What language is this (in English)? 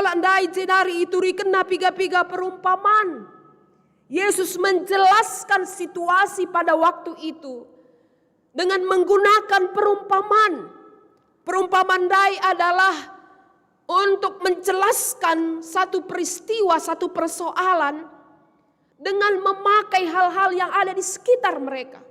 Batak Karo